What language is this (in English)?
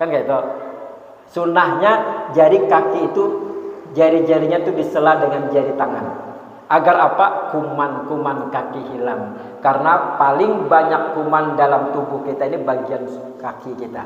Banjar